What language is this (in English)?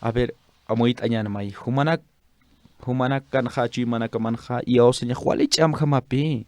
Aymara